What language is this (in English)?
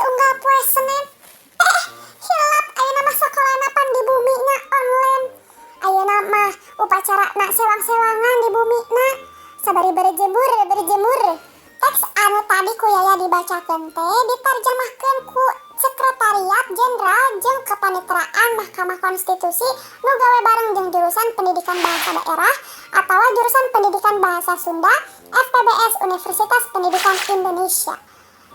Sundanese